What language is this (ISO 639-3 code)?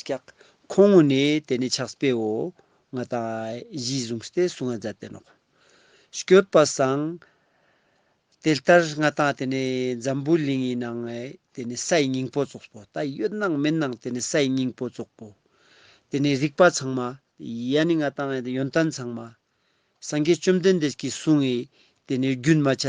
lbj